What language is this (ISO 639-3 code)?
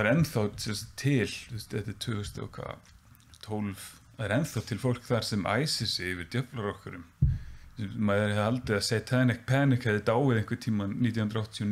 isl